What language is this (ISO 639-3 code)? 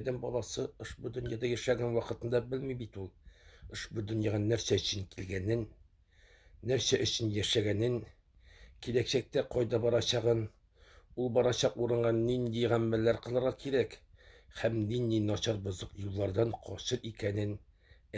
tat